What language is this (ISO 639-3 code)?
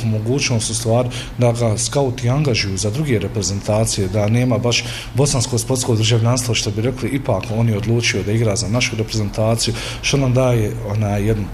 bos